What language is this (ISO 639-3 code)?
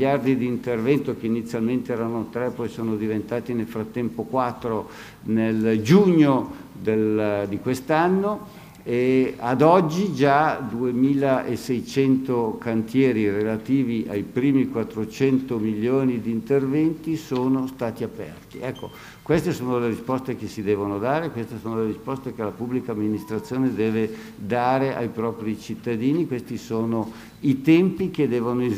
ita